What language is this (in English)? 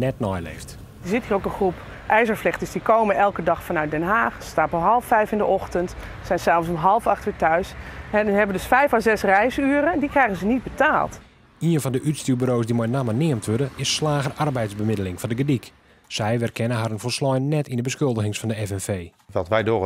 Western Frisian